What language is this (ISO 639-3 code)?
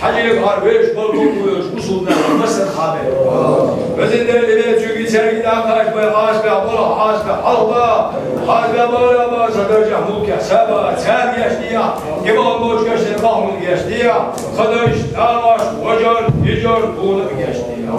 che